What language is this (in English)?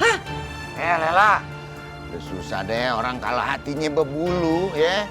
Betawi